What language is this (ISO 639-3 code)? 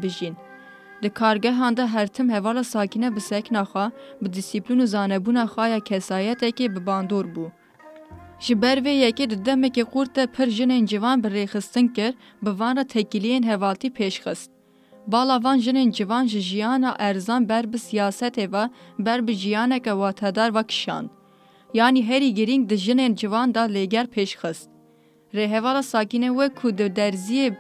kur